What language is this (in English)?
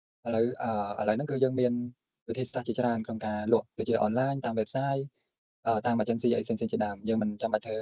Khmer